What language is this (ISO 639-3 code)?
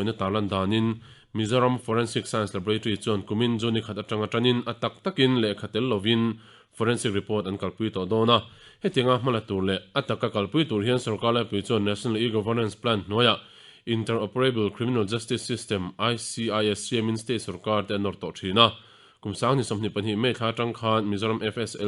lus